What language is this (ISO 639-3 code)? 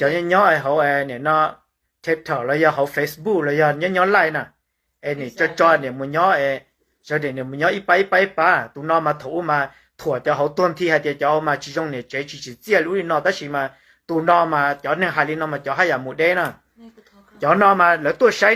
hmn